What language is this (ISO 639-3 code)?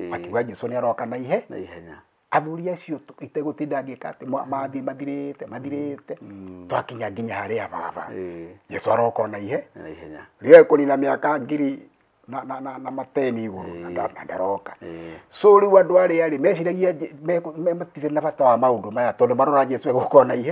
kik